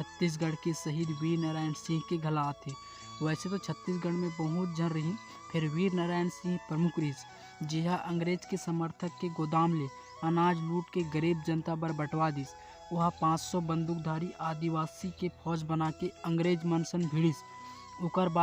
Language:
Chhattisgarhi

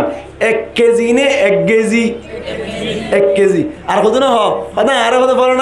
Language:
Rohingya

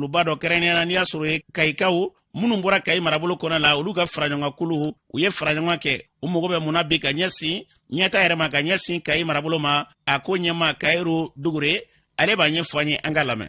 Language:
Bambara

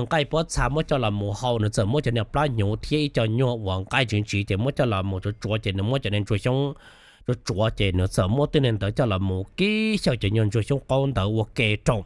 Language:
Hmong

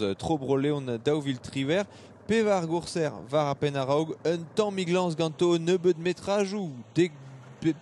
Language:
Breton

